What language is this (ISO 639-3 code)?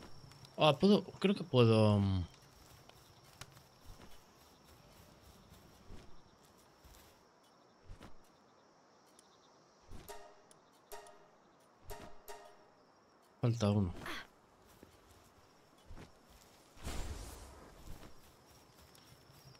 spa